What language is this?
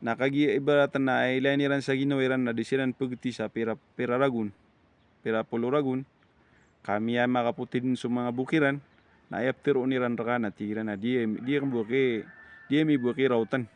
Maranao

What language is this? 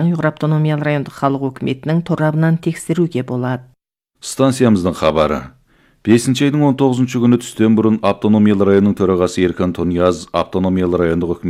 Kazakh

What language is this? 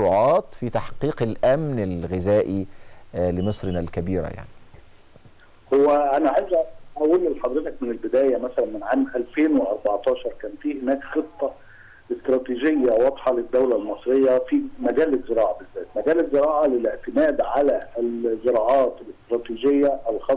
Egyptian Arabic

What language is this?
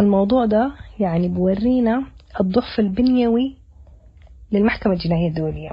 Sudanese Arabic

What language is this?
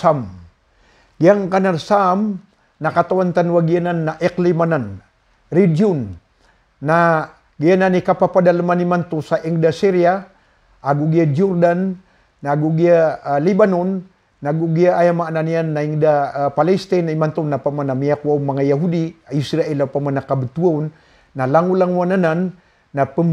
Maranao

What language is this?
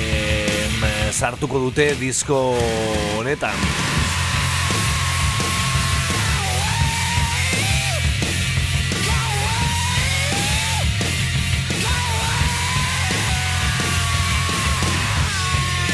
Basque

